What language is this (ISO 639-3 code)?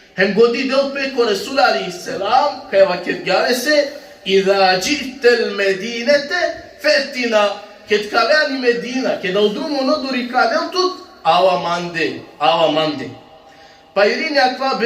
rmn